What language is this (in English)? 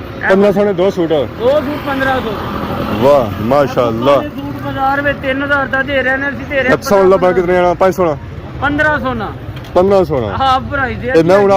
Pahari-Potwari